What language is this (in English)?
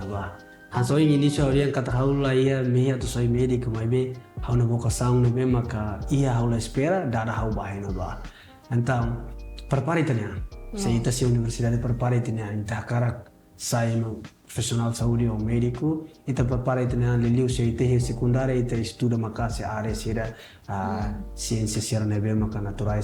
Tetum